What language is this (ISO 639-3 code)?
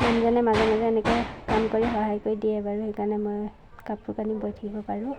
asm